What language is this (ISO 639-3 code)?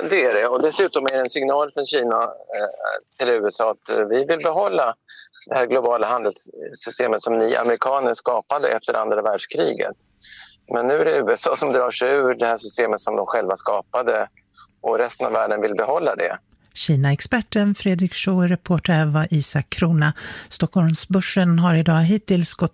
swe